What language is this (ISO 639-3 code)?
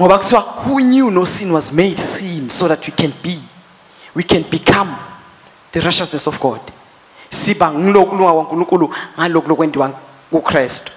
ssw